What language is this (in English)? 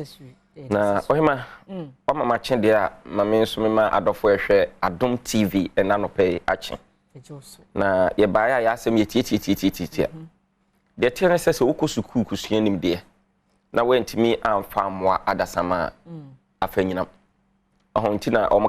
Akan